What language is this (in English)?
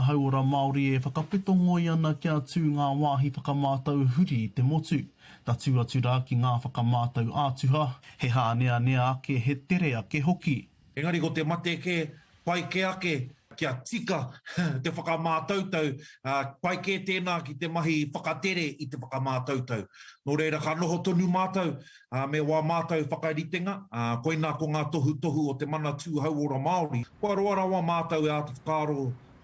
Māori